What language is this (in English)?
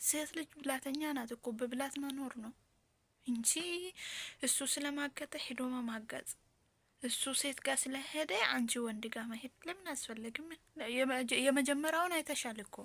Amharic